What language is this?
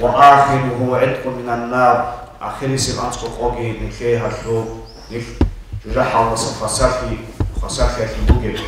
Avaric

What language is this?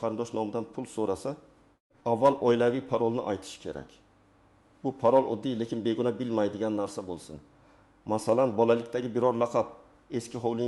Uzbek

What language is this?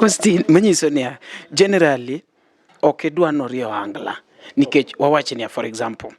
Luo (Kenya and Tanzania)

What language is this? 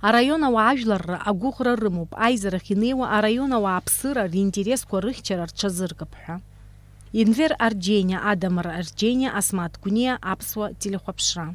Abkhazian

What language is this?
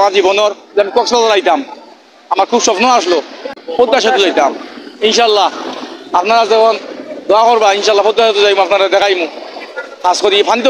Sylheti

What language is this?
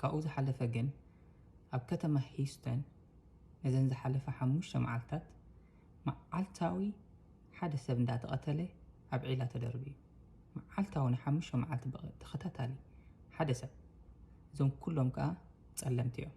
Tigrinya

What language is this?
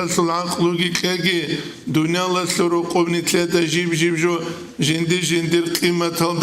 Avaric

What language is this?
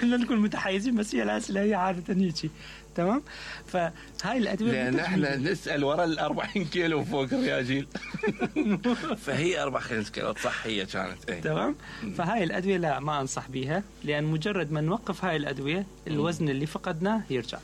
Mesopotamian Arabic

